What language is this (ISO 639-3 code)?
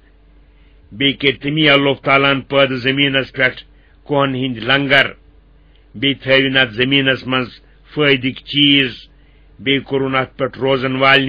kas